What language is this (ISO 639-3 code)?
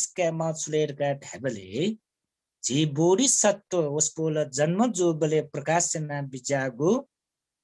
new